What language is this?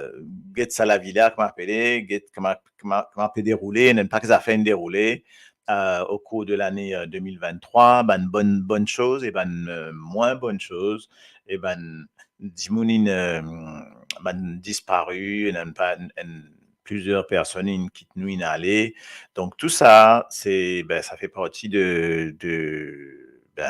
Morisyen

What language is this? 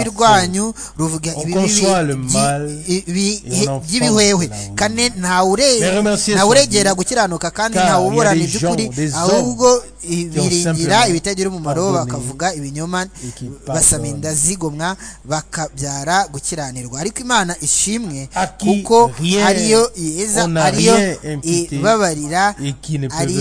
Kinyarwanda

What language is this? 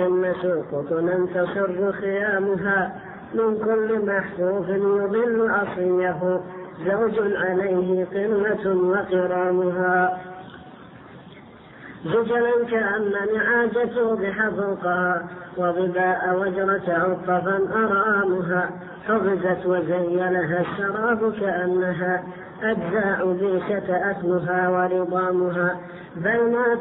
Arabic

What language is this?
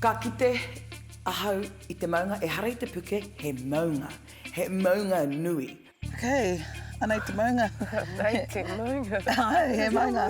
Māori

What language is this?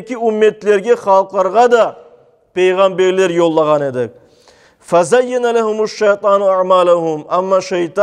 Crimean Tatar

